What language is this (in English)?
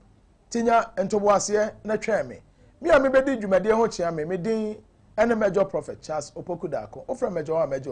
Akan